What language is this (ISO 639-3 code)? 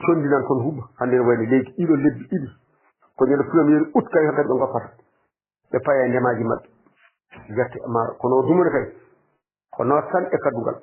ful